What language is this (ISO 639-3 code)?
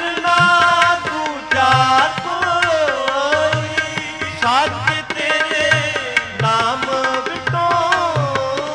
pan